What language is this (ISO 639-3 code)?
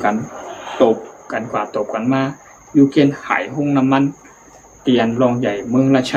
shn